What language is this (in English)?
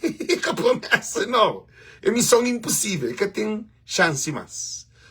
Kabuverdianu